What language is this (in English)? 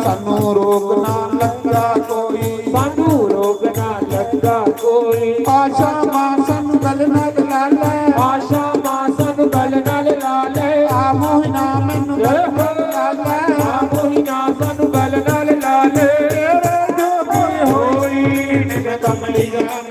Dogri